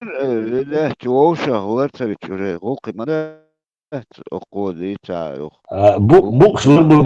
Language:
Chechen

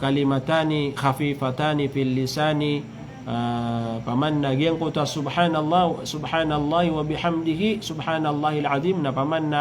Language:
Maranao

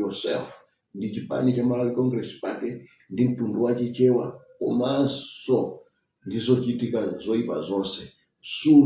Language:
Nyanja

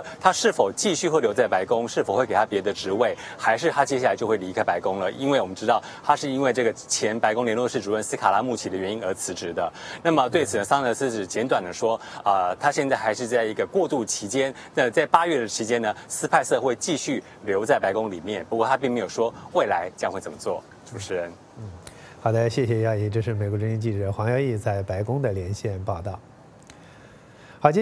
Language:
Chinese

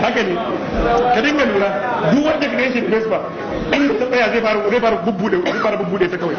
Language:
Hausa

